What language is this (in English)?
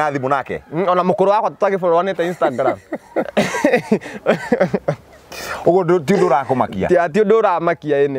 Kikuyu